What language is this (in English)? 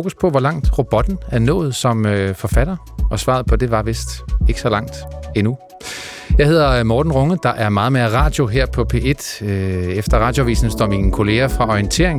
Danish